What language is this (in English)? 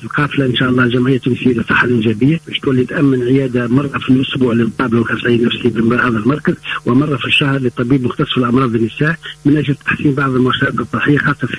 Tunisian Arabic